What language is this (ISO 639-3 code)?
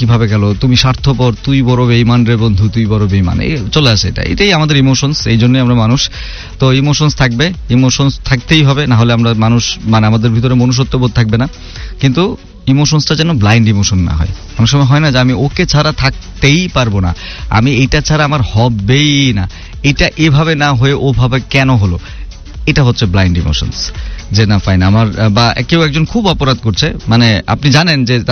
ben